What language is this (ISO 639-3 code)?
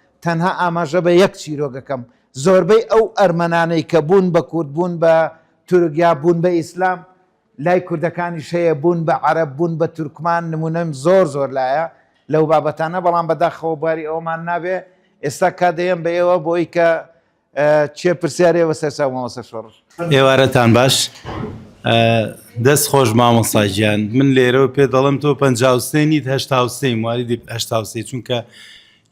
ckb